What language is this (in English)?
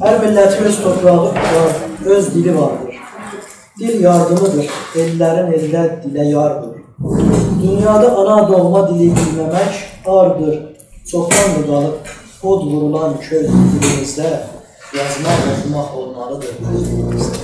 South Azerbaijani